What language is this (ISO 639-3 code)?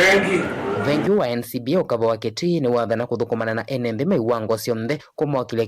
kam